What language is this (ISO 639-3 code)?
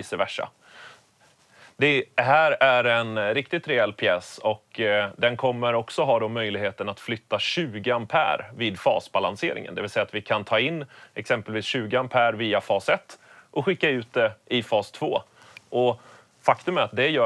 swe